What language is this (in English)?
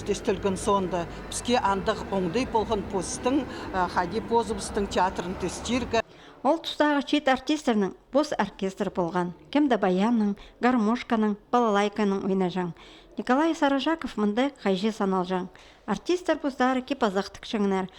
Khakas